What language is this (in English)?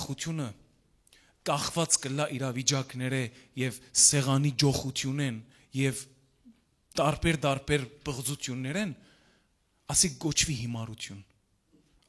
Western Armenian